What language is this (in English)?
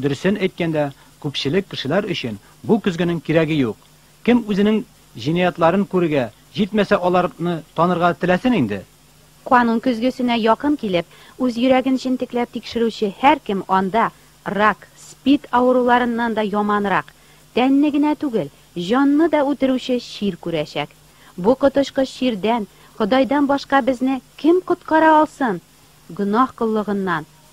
Tatar